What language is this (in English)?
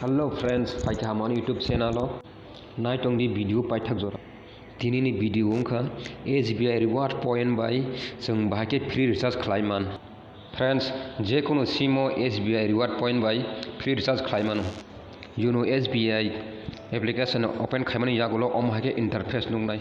Kok Borok